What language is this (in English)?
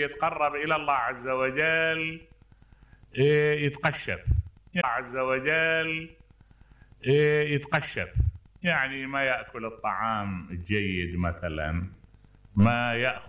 Mesopotamian Arabic